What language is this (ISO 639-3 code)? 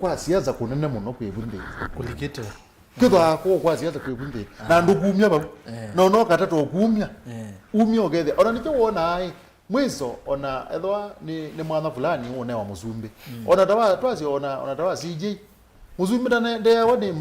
kam